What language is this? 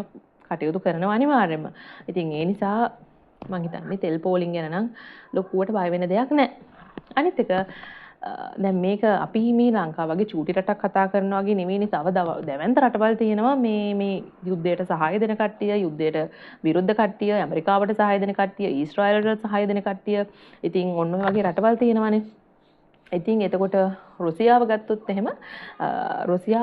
Sinhala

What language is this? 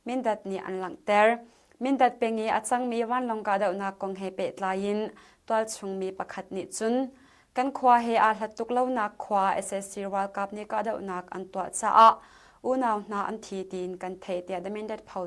Hakha Chin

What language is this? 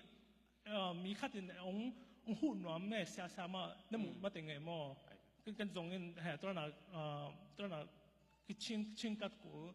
Tedim Chin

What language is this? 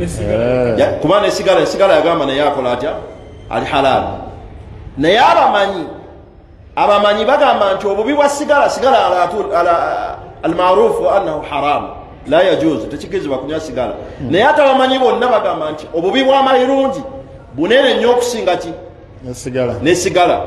Ganda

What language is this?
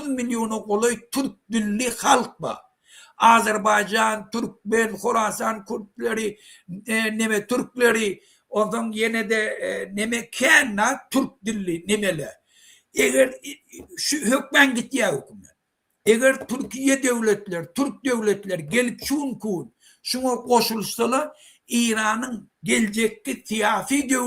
Turkmen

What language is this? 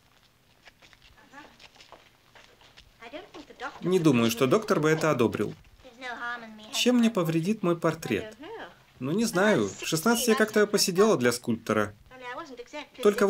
Russian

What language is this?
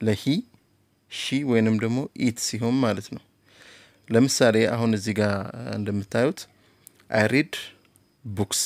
Amharic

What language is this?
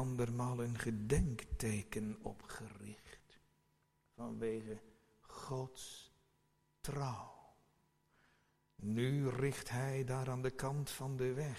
Dutch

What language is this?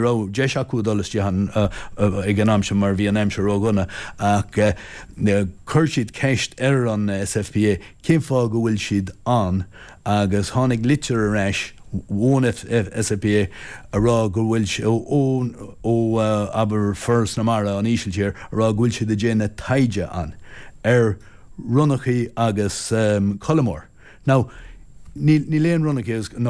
Irish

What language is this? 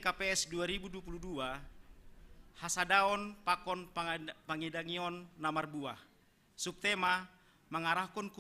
Batak Simalungun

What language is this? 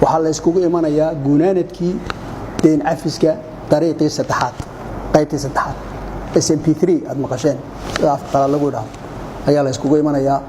Somali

